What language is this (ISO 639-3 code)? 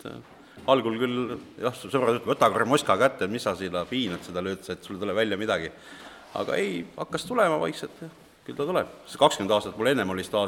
est